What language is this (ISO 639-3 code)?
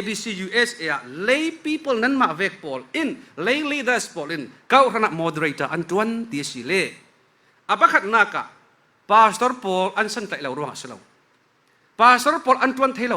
cfm